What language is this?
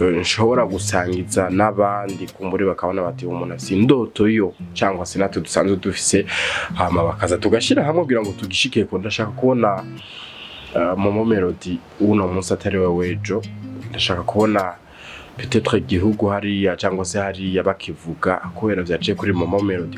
Rundi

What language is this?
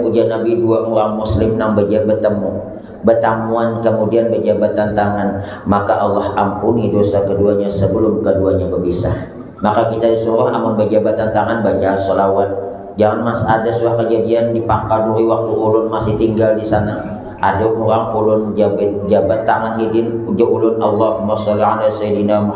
Banjar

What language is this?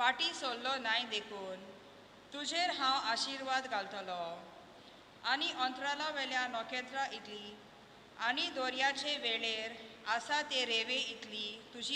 Konkani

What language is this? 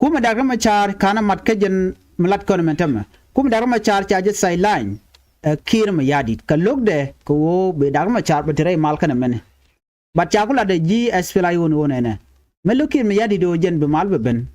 Nuer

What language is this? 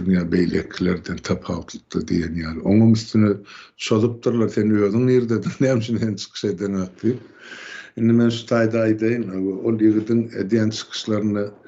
Turkmen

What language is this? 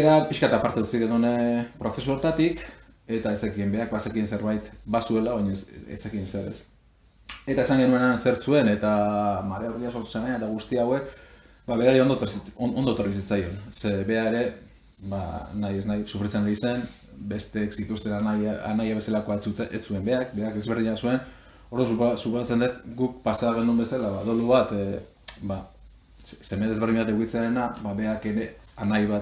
Basque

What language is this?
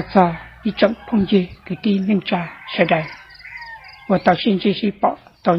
Hmong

